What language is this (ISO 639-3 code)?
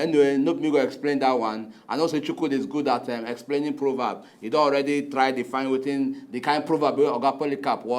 pcm